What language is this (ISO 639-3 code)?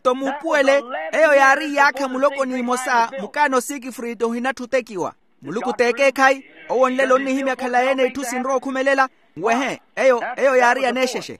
vmw